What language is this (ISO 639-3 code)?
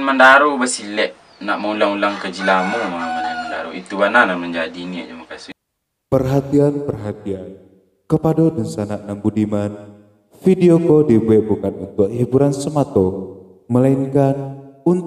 min